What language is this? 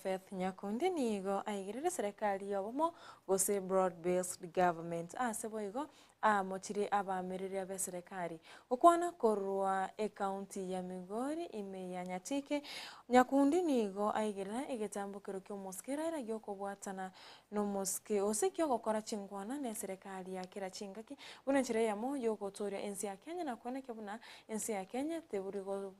Gusii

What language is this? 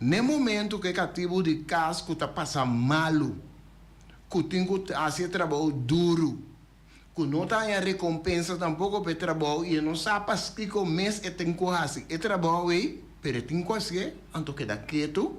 Papiamento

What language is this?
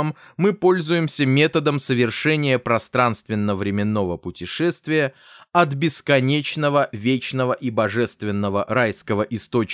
Russian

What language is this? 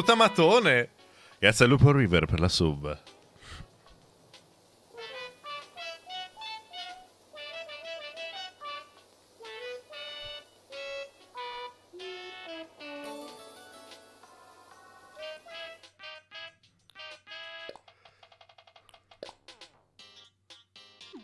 Italian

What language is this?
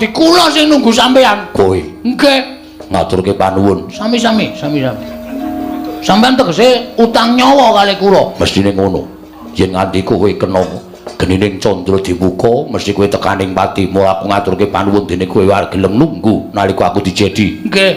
Javanese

